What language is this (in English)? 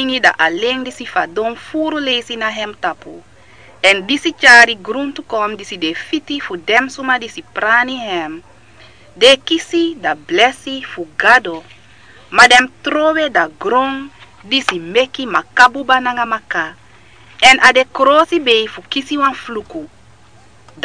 Sranan Tongo